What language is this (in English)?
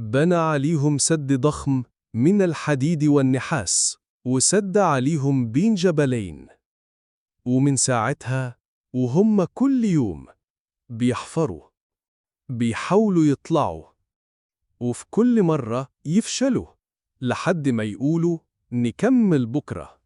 Egyptian Arabic